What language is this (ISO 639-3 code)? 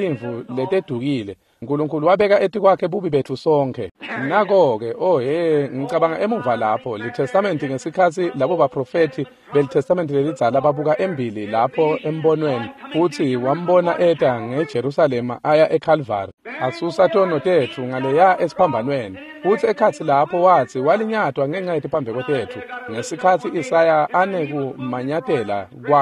ssw